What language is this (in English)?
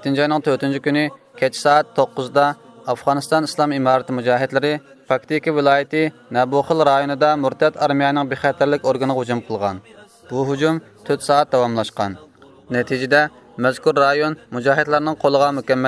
Uyghur